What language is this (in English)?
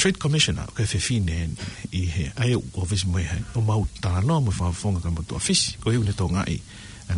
Tongan